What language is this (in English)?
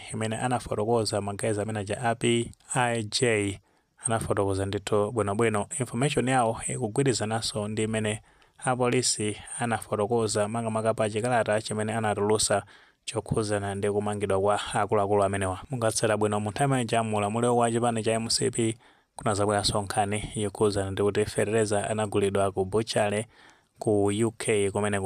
Nyanja